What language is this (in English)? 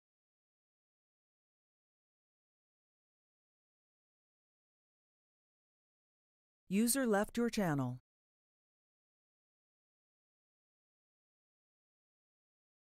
Turkish